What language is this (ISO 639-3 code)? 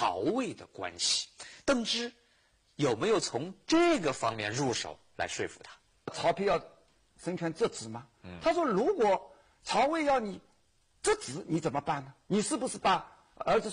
zho